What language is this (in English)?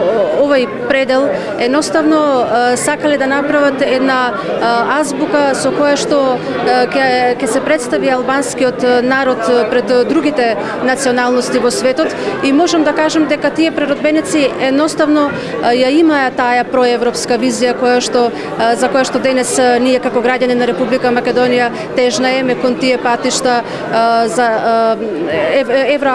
Macedonian